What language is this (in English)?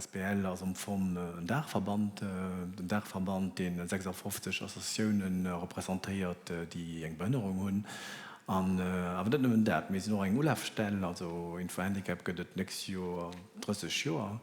Luxembourgish